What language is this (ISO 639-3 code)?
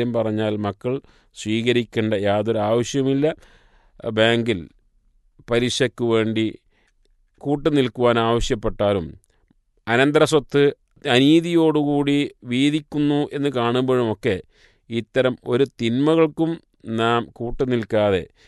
mal